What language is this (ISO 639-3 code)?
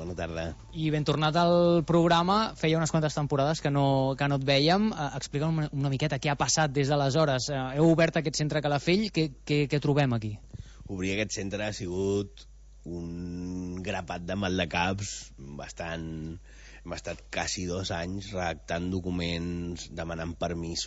cat